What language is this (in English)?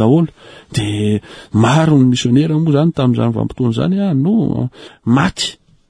Malagasy